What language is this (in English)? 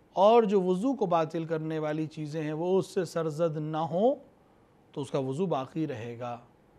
Urdu